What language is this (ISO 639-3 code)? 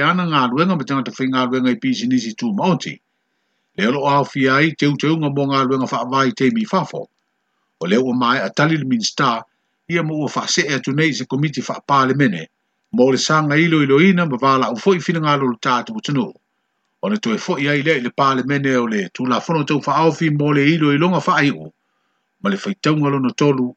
smo